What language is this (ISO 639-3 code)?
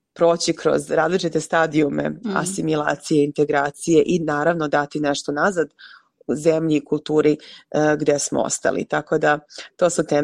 srp